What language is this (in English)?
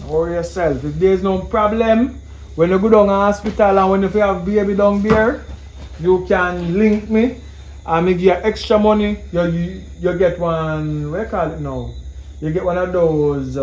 Jamaican Creole English